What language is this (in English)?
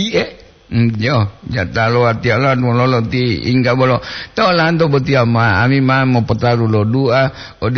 Gorontalo